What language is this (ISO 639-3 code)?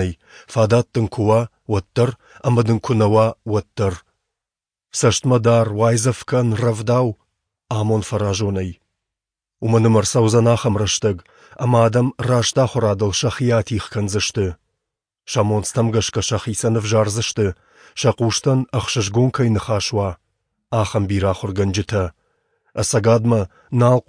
oss